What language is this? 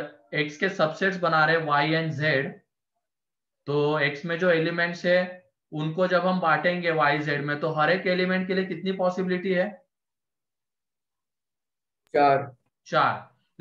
Hindi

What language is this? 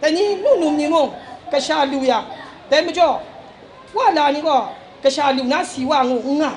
Kachin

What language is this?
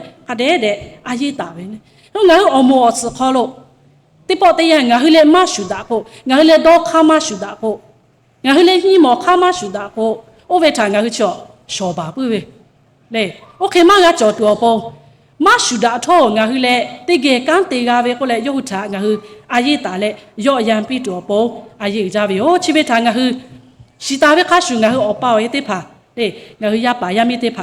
Lahu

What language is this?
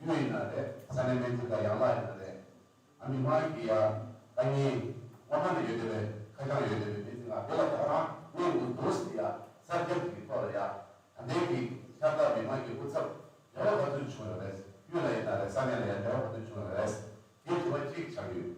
Tibetan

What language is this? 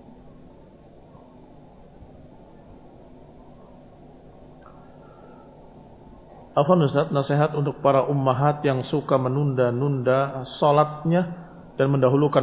Indonesian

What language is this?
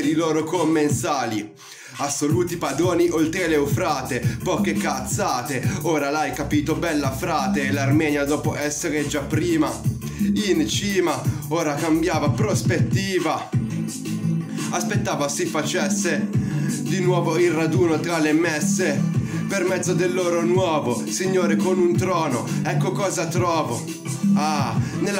Italian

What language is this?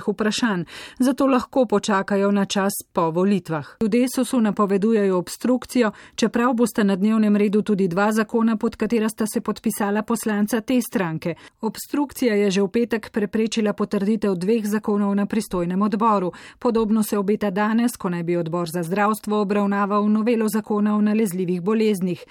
Slovenian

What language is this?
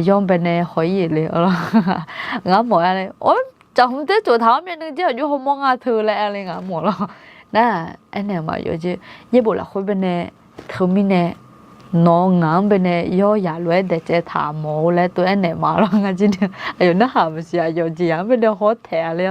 Akha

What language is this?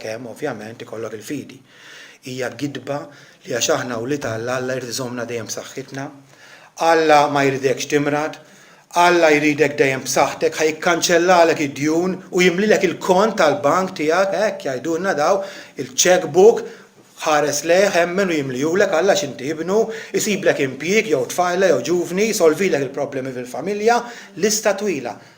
Maltese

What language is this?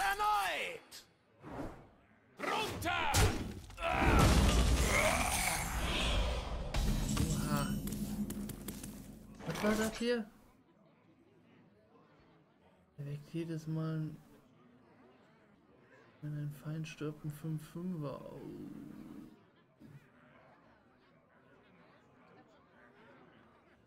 German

